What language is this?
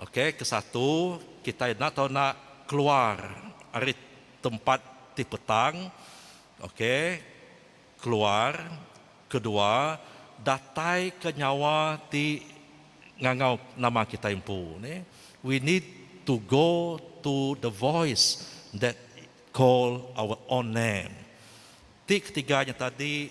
Iban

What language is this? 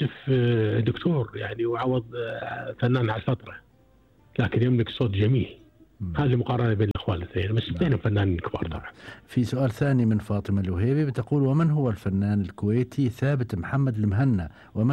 Gulf Arabic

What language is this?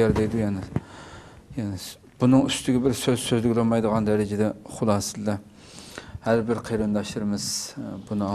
Uyghur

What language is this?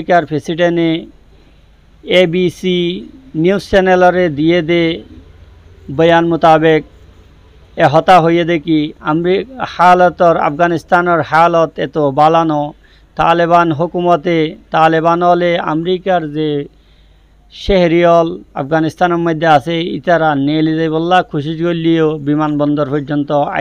Rohingya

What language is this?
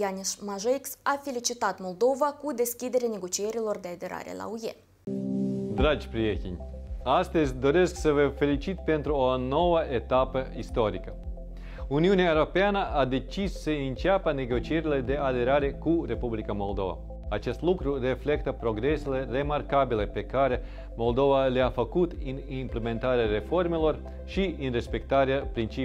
Romanian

